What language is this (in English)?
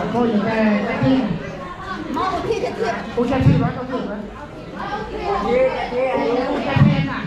Central Mnong